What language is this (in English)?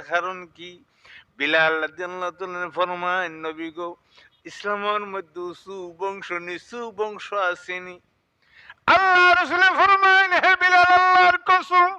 Sylheti